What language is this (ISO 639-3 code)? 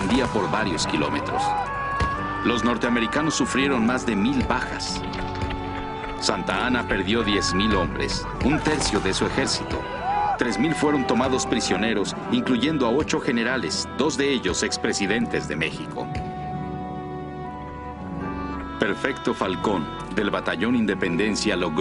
spa